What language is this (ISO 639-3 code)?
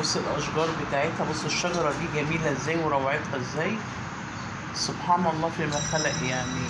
arz